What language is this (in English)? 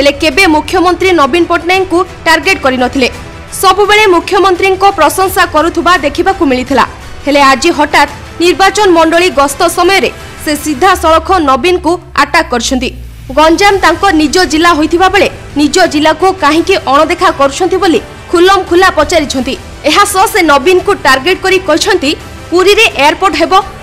Odia